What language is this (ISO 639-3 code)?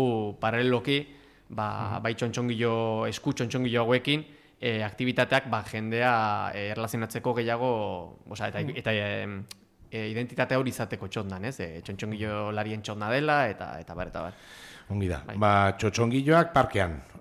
eus